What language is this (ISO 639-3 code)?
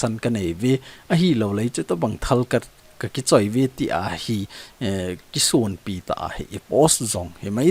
tcz